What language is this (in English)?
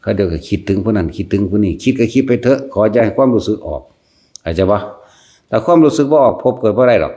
Northeastern Thai